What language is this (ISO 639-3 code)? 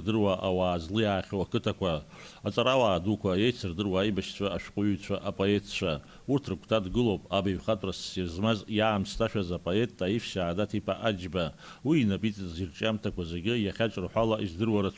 abk